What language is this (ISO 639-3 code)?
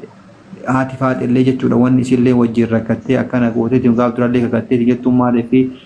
orm